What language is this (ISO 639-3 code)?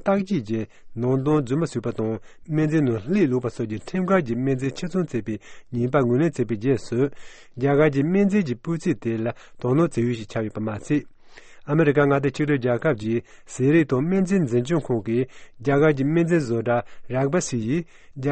bod